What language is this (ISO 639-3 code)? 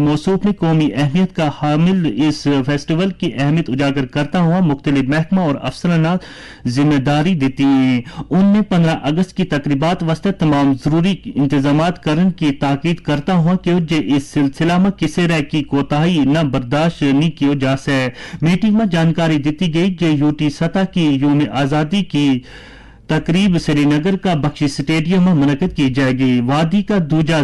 gju